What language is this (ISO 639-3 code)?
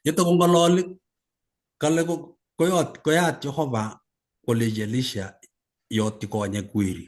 kln